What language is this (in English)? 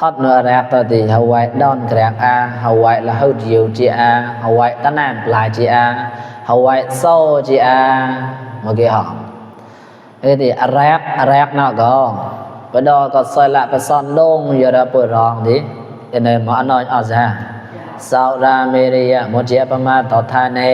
Mon